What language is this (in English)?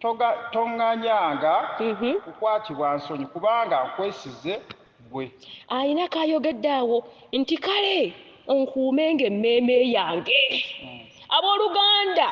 Ganda